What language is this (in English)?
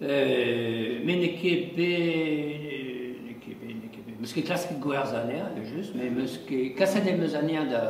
Breton